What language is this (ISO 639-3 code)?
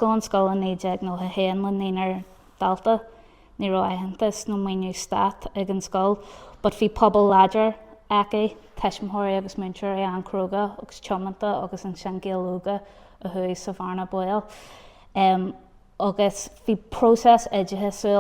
gle